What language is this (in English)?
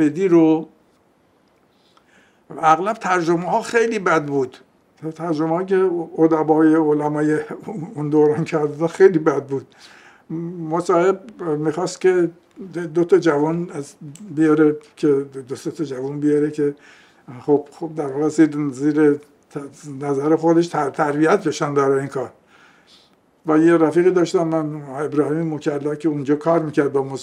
Persian